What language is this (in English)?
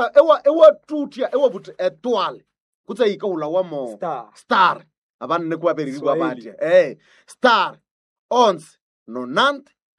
Nande